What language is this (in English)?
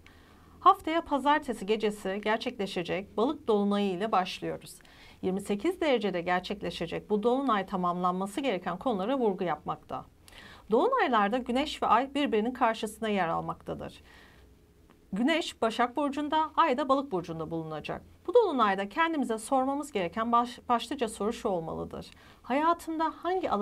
Turkish